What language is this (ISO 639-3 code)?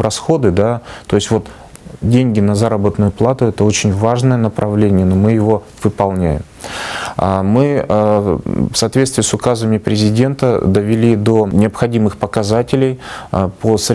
rus